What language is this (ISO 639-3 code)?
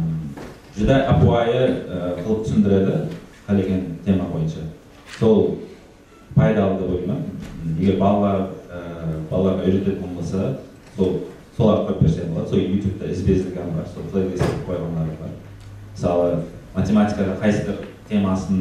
kaa